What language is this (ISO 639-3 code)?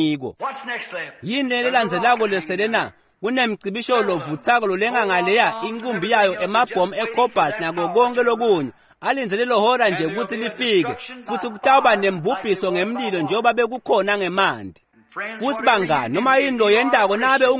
ssw